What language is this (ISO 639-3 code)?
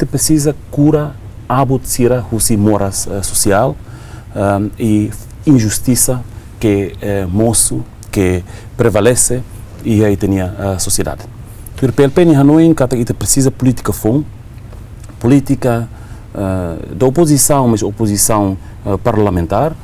tet